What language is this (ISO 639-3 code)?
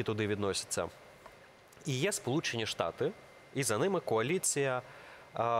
ukr